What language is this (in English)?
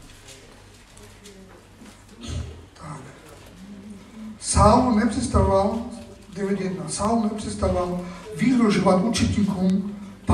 Czech